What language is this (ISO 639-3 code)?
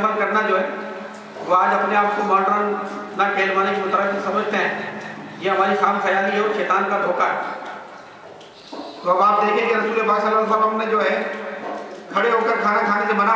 urd